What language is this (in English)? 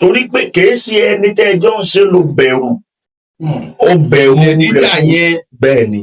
Yoruba